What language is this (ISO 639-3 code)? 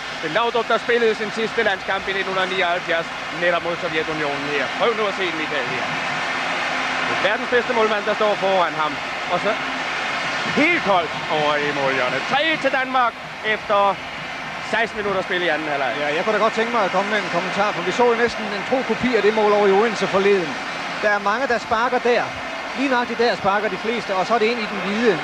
dan